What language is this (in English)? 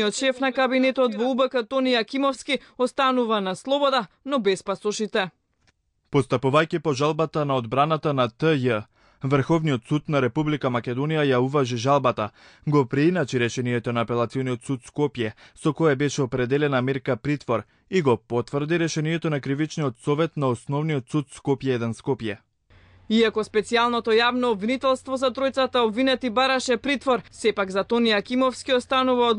Macedonian